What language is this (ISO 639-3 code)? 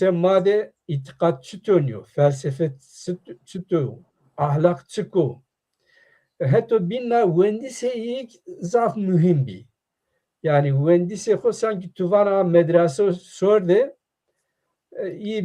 zza